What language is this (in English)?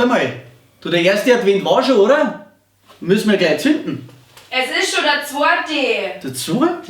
Bavarian